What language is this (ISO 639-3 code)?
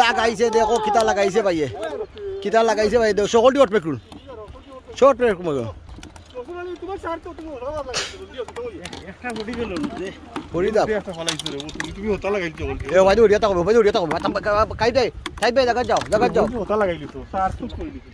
syl